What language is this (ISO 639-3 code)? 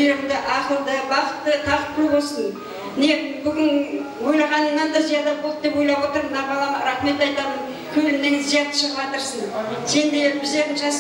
kaa